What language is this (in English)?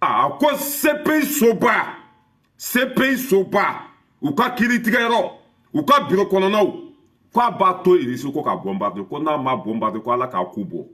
Bambara